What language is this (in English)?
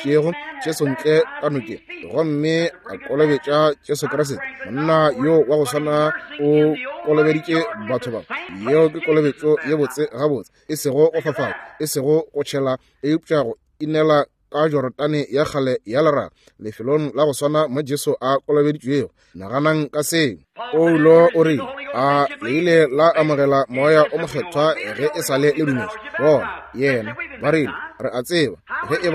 Northern Sotho